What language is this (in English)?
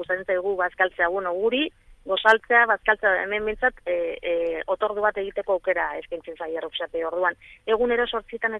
Basque